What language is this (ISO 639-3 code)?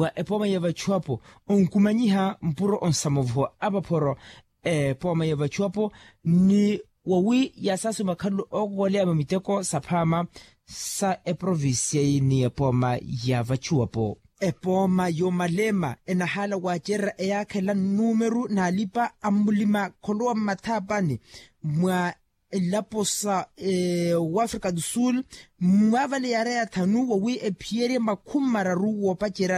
vmw